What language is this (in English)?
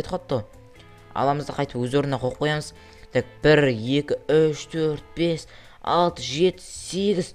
Kazakh